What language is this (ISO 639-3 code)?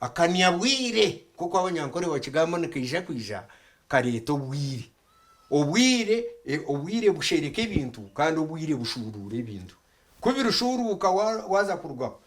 nyn